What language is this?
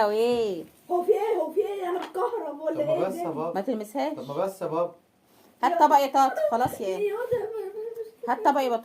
Egyptian Arabic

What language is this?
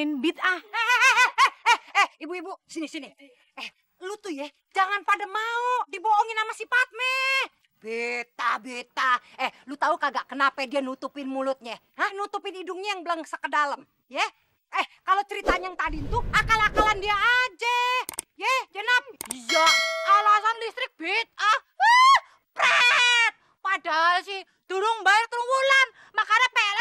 Betawi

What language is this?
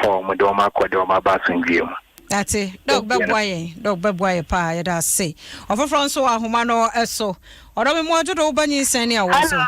Akan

